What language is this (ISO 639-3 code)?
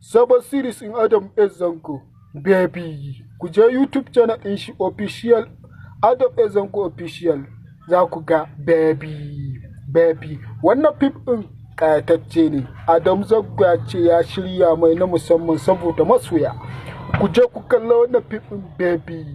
hau